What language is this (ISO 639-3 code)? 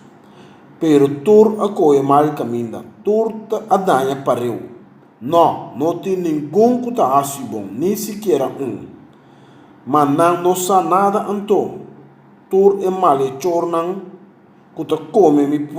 pap